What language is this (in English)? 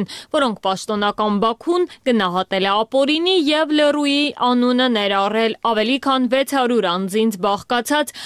Armenian